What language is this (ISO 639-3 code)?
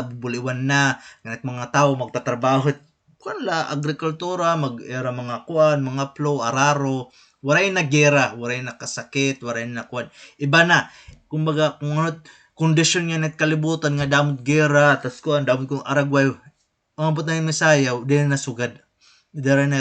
war